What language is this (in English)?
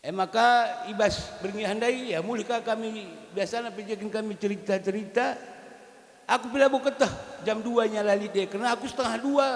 Batak Karo